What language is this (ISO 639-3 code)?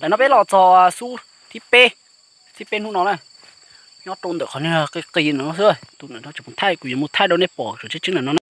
hmn